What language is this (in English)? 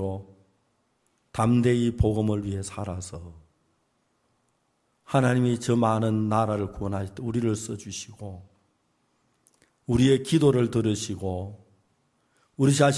Korean